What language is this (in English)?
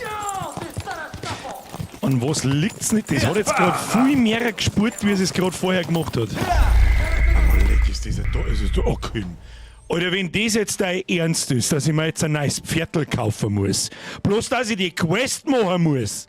Bavarian